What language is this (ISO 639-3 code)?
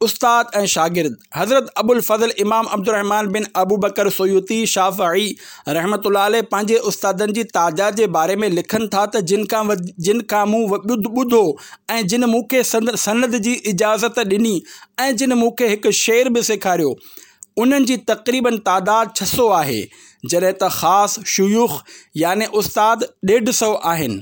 snd